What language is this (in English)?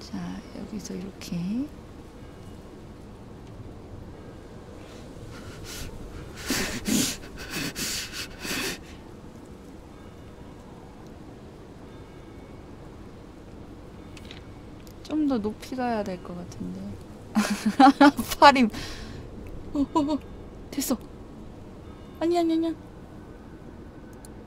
Korean